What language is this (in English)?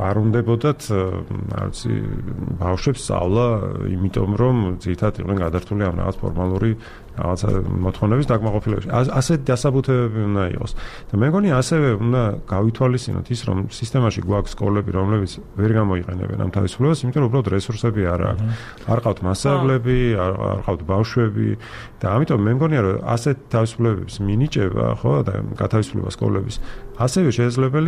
Georgian